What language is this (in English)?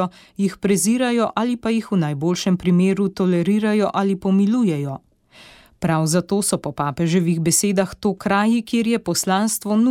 Slovenian